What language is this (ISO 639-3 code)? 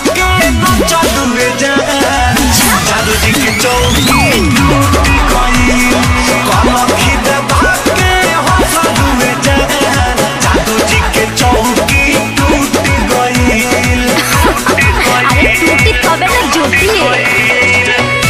bho